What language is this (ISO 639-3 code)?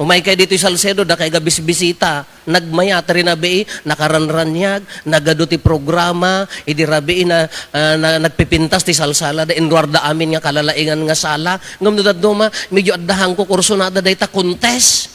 ilo